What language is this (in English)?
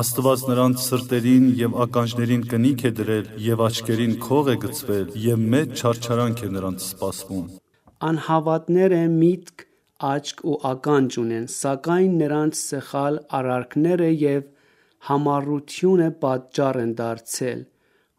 Armenian